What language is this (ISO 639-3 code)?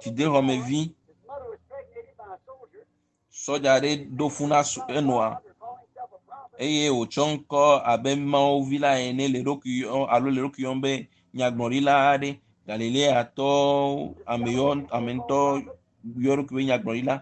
ewe